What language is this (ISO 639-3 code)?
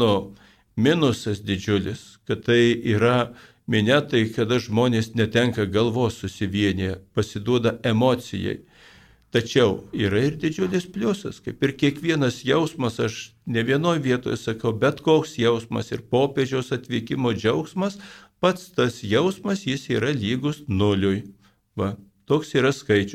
lit